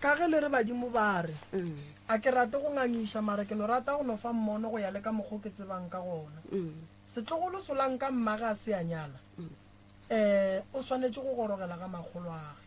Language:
Northern Sotho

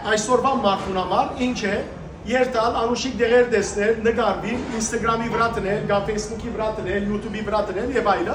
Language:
Western Armenian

